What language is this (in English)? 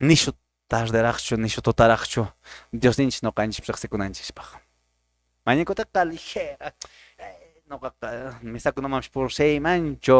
Quechua